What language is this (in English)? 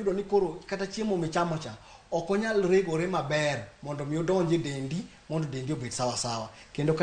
Luo (Kenya and Tanzania)